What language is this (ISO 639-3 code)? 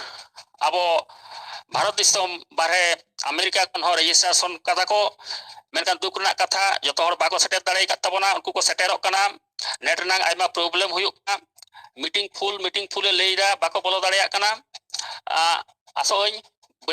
sat